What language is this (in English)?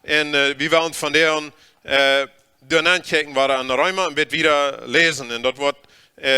Plautdietsch